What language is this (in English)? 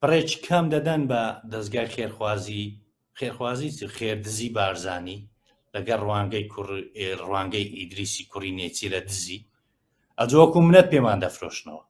Central Kurdish